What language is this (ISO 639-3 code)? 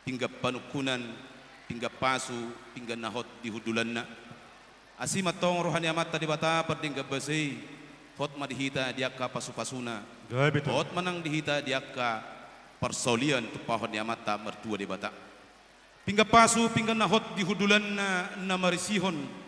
bbc